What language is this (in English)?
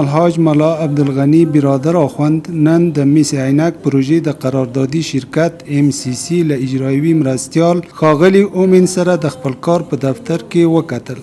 Pashto